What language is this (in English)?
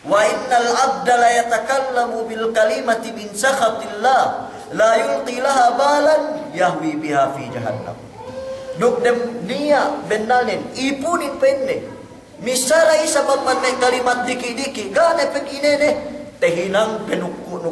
Yakan